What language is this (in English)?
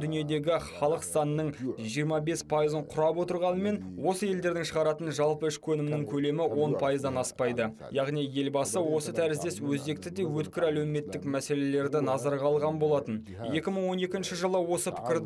Kazakh